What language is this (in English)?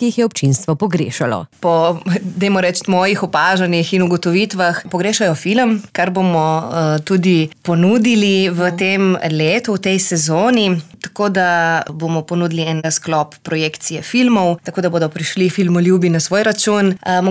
Slovenian